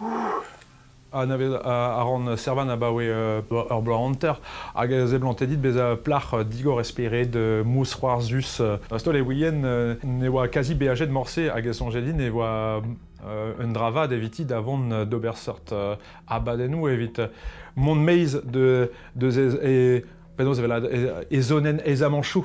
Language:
Breton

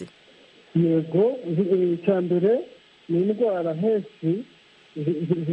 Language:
Kinyarwanda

